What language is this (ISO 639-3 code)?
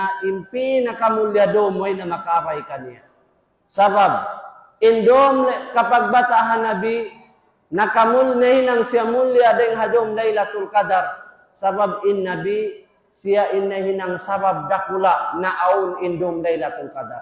tsg